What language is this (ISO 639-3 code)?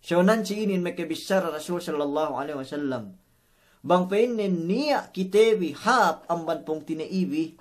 yka